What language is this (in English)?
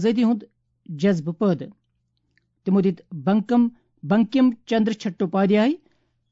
Kashmiri